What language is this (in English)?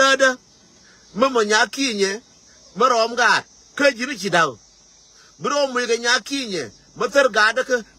Nuer